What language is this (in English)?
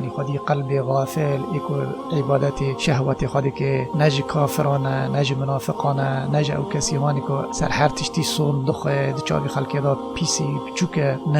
Kurdish